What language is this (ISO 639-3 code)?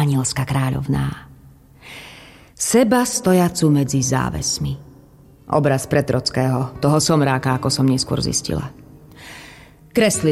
slk